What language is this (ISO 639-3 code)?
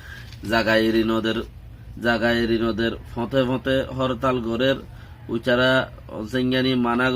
rhg